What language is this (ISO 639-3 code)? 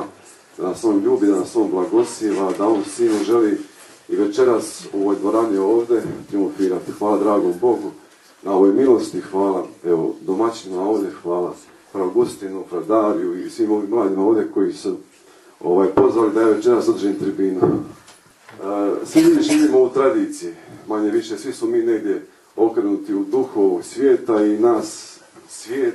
hrv